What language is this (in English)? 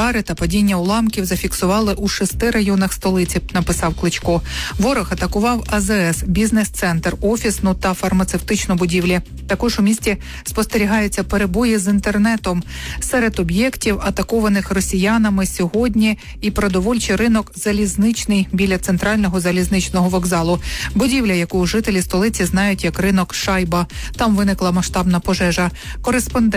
Ukrainian